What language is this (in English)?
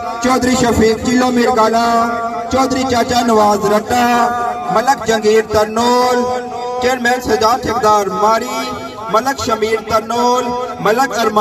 Pahari-Potwari